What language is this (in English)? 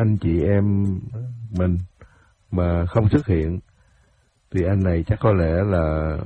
Vietnamese